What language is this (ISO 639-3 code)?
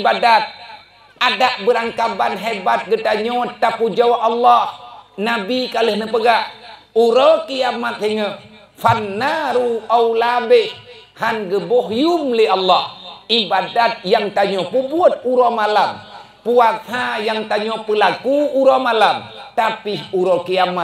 ace